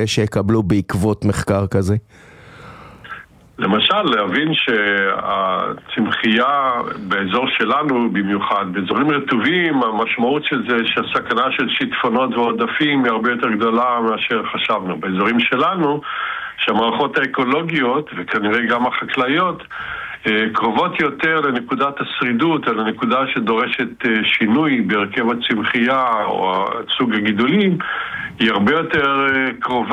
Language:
Hebrew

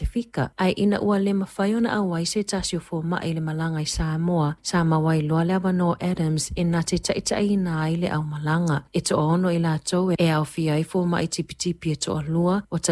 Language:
Samoan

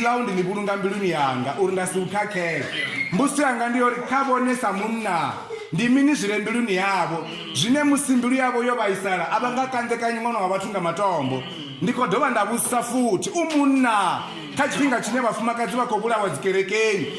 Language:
Venda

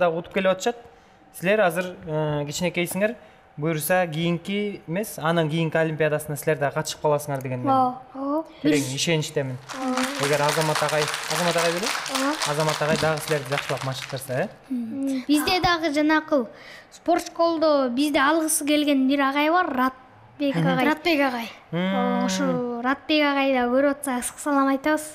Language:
Kyrgyz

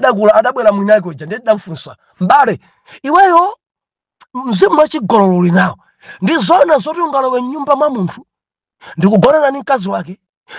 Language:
Nyanja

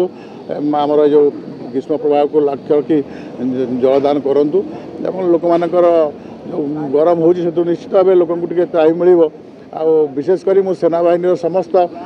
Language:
Odia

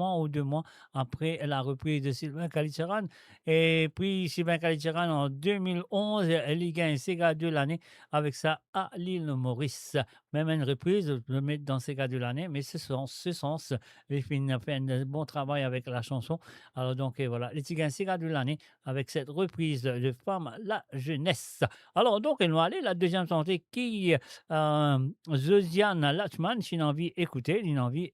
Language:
Morisyen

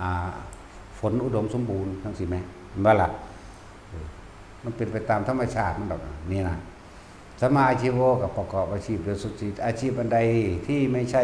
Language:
Northeastern Thai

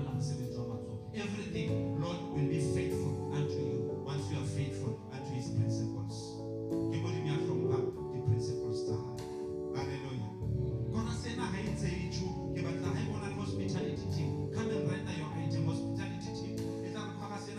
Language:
Southern Sotho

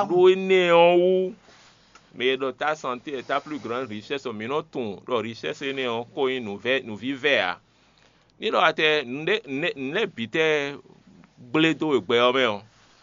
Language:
Fon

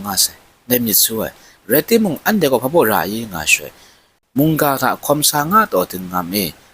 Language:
Kachin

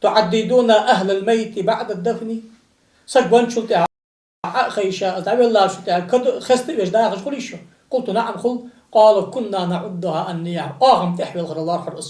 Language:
Ingush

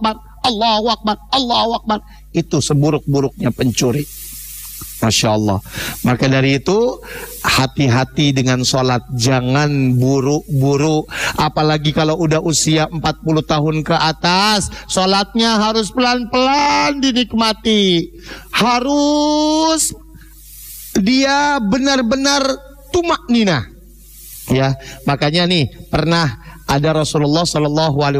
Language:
Indonesian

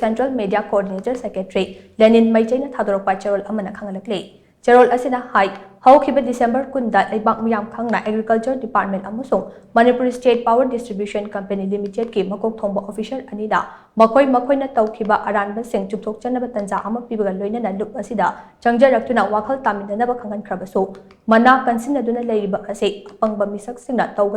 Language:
Manipuri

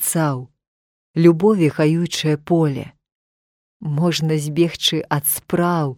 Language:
Belarusian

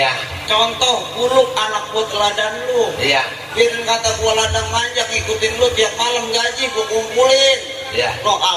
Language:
Betawi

